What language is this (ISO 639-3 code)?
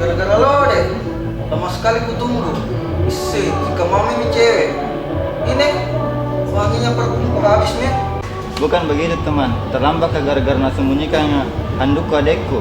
mfp